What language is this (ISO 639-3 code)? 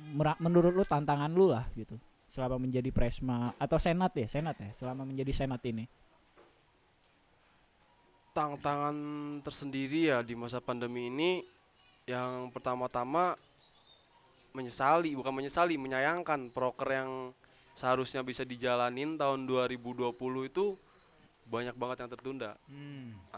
ind